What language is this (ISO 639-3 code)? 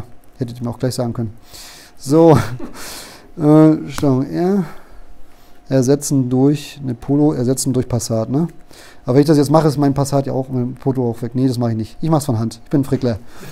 deu